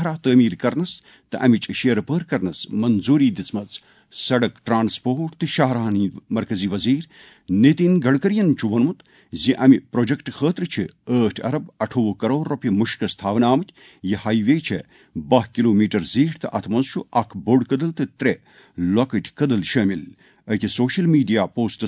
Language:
Kashmiri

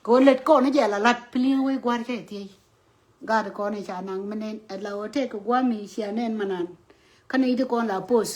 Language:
Nuer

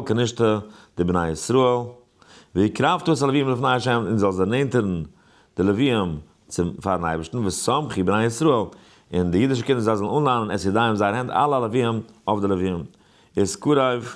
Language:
Yiddish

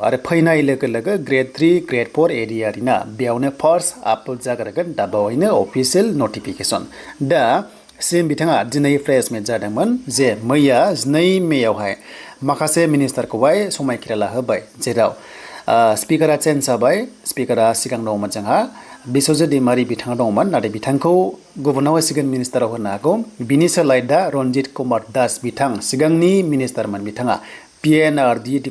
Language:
Bodo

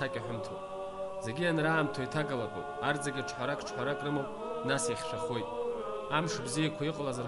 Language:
Abkhazian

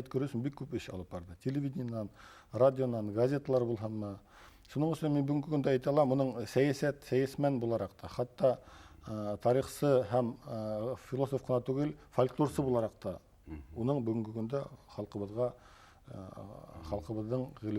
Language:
Bashkir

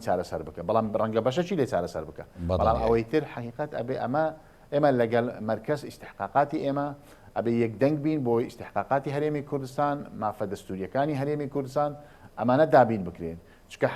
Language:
Central Kurdish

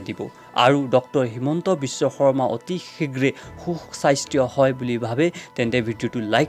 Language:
Assamese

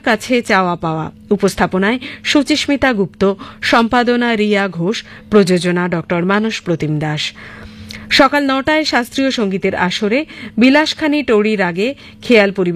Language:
Bangla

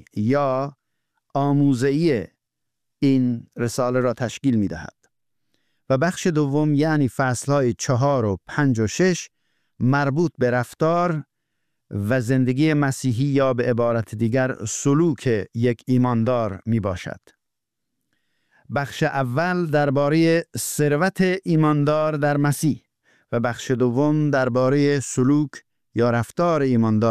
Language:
Persian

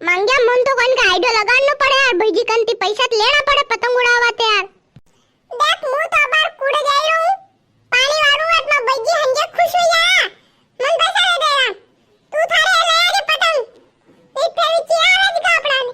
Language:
Rajasthani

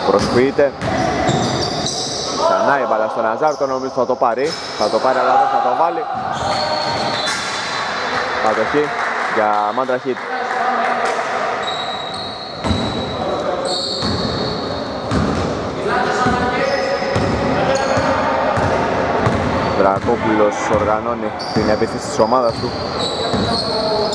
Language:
Greek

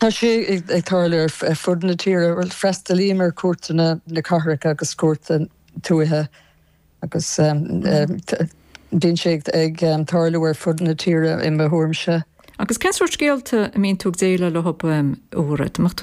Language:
Irish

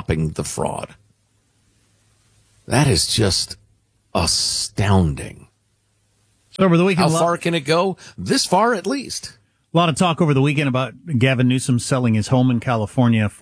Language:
English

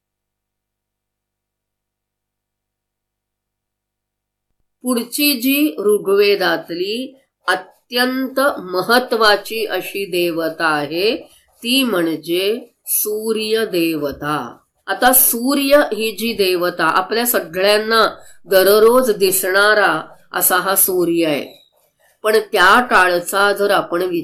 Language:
Marathi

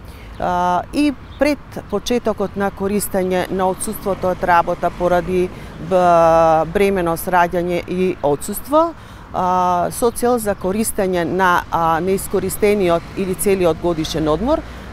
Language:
Macedonian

